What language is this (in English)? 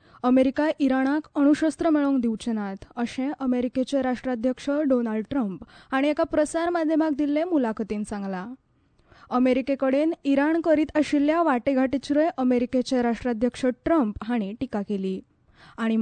Konkani